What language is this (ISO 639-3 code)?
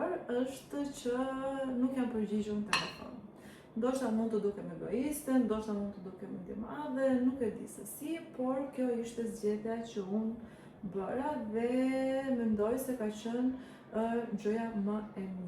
sqi